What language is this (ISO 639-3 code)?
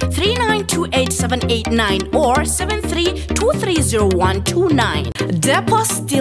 tsn